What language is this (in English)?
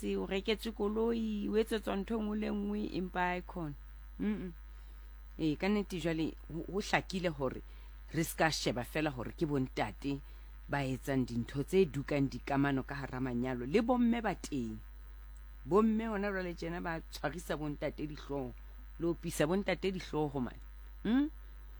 Southern Sotho